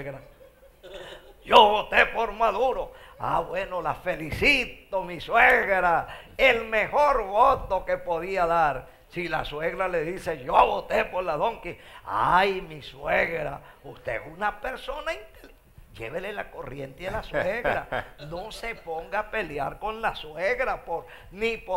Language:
Spanish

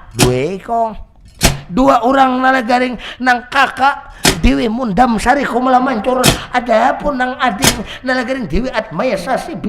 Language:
Banjar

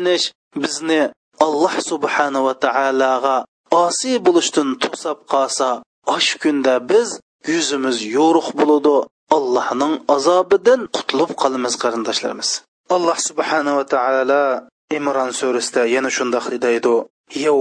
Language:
Uyghur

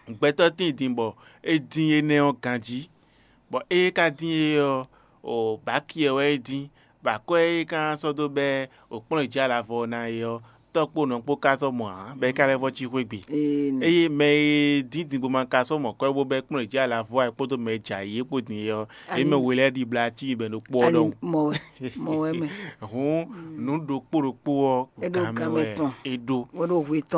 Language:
Fon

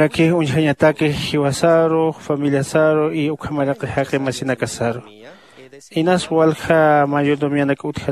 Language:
Aymara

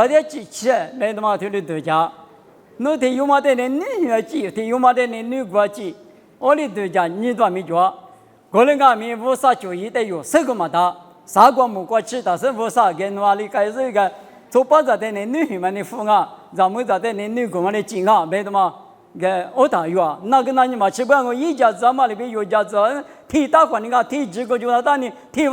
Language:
Lisu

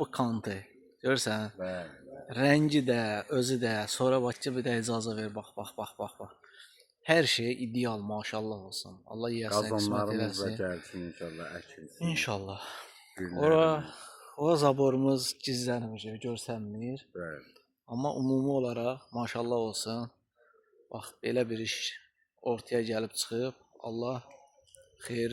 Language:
Azerbaijani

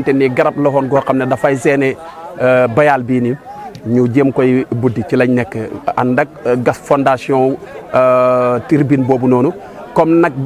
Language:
Wolof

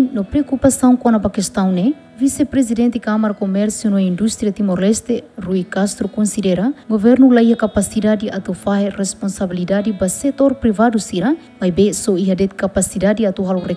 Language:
Tetum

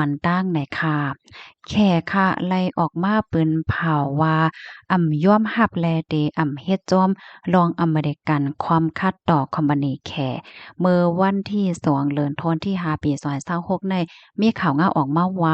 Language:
Shan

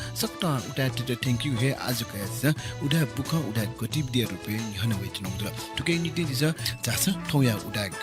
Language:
Newari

